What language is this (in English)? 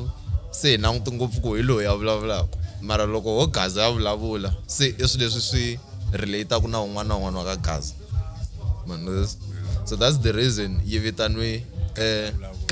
Tsonga